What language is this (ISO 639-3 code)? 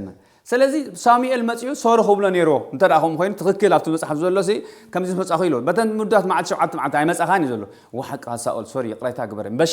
tir